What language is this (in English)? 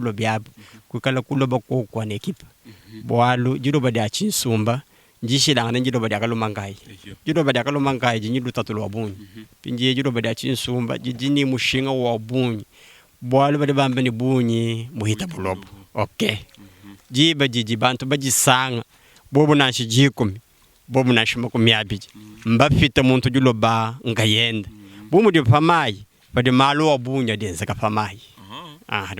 Luba-Lulua